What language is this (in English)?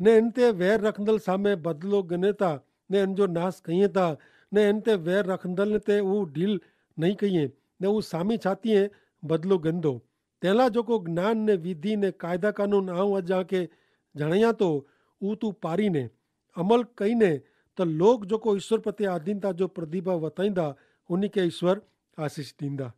Kachhi